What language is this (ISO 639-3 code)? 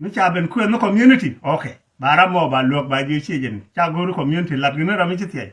nus